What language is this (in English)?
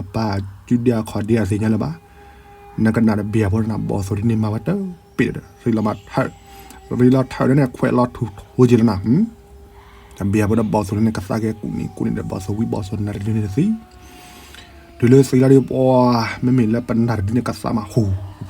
S'gaw Karen